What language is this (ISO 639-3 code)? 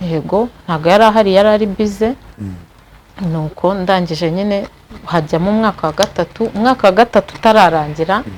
kin